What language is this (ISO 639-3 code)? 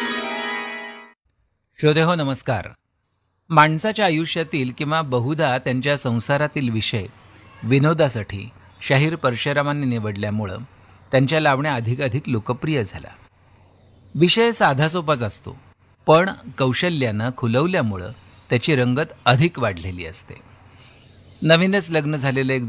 mar